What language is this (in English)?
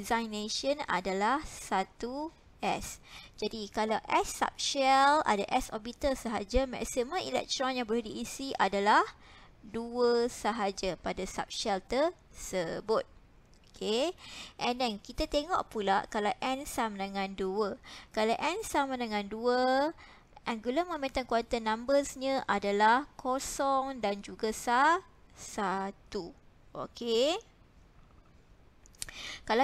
Malay